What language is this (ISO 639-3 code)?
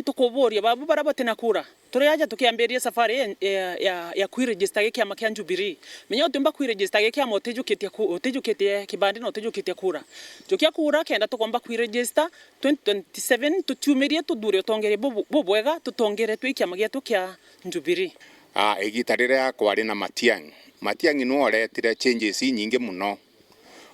mer